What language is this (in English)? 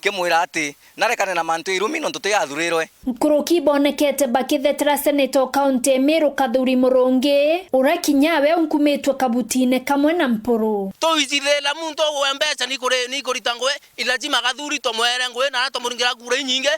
Meru